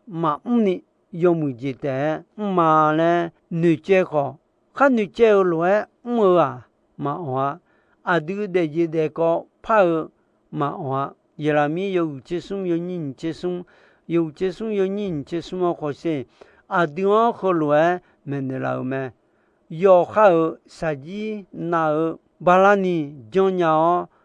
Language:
Akha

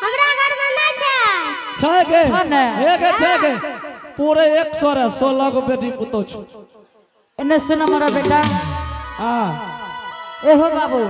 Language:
Angika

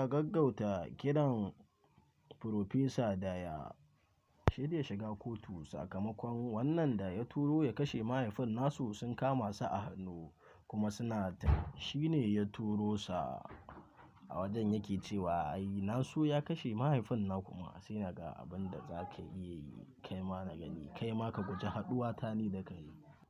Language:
Hausa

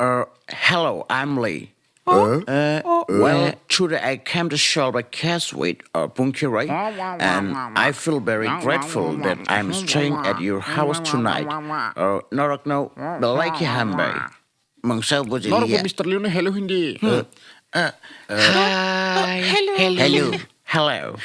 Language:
Kok Borok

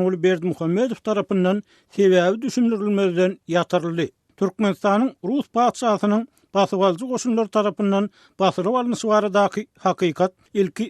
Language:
Turkmen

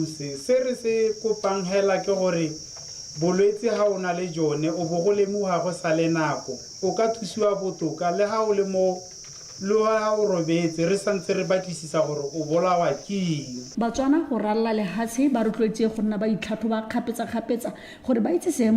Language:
Tswana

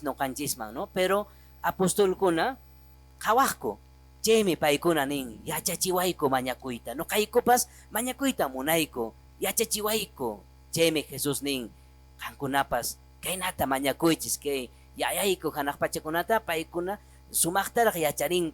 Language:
Quechua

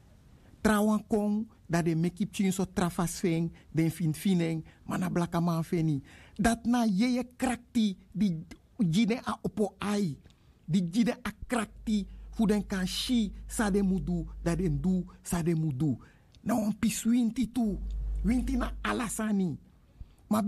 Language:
Sranan Tongo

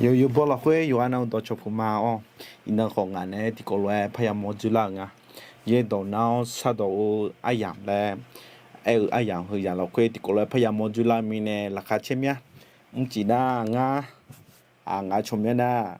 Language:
Akha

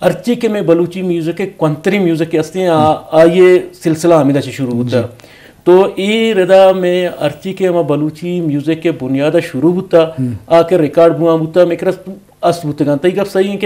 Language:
Eastern Balochi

